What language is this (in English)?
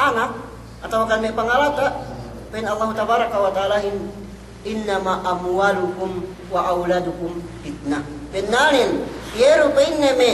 Yakan